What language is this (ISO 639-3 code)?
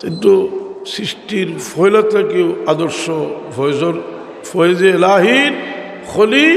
syl